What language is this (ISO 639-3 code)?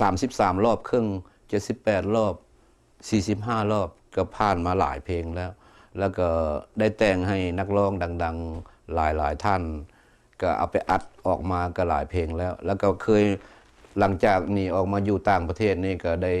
lao